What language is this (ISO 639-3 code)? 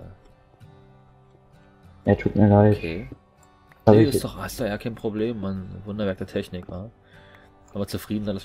deu